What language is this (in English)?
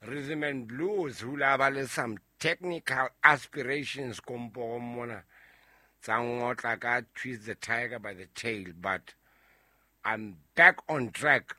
Southern Sotho